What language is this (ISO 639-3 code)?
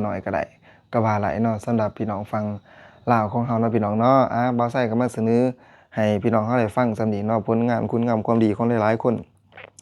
lao